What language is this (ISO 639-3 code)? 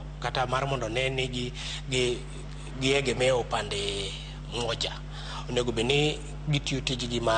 luo